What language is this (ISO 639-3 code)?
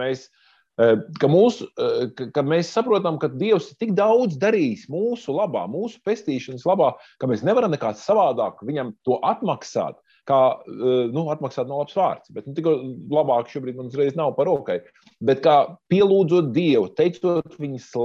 lav